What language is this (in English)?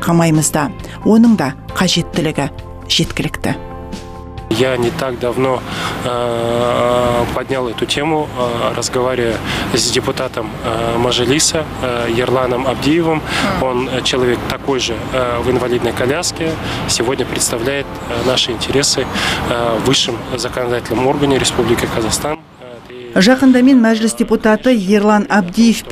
Kazakh